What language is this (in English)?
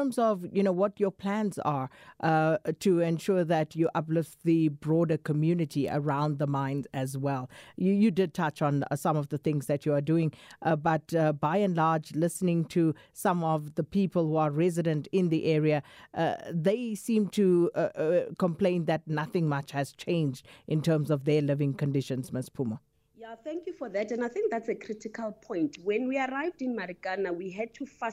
English